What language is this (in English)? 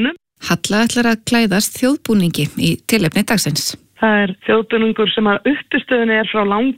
Icelandic